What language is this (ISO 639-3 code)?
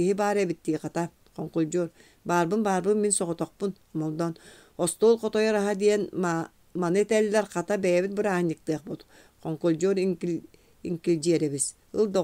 sah